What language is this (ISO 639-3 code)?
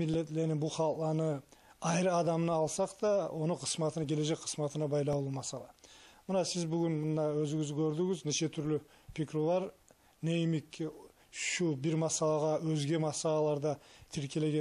kum